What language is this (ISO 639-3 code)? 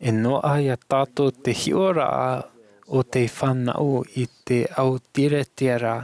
tah